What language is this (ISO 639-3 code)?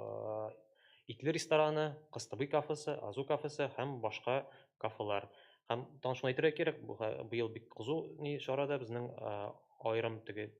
tat